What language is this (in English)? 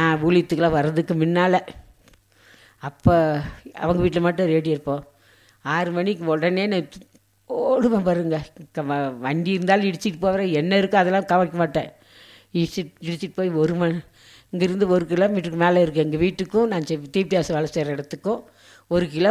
Tamil